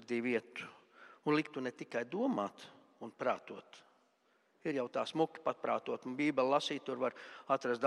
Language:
Latvian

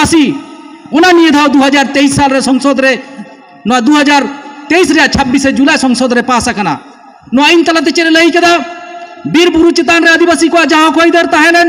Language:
Santali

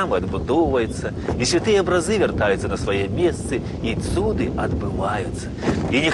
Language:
Belarusian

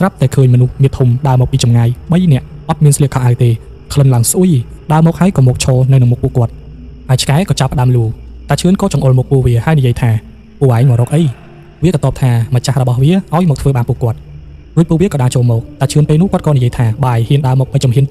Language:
Khmer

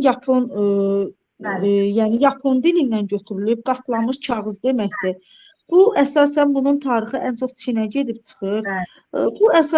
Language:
Azerbaijani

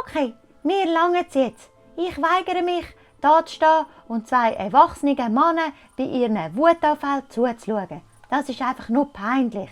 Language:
Swiss German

